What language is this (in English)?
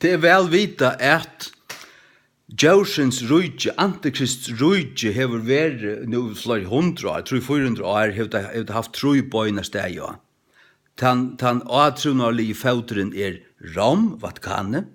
Faroese